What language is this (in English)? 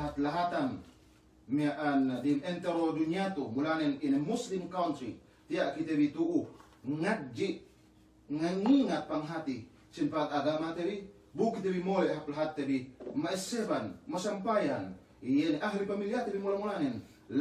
Yakan